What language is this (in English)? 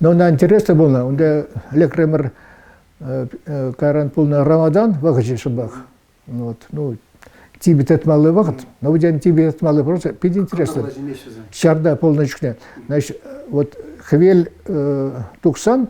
Chuvash